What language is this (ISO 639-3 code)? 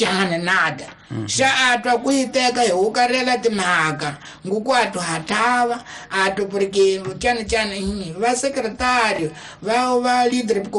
tso